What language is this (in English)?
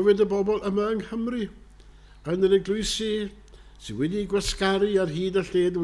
Welsh